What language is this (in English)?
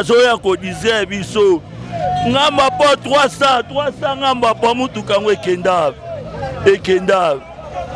Lingala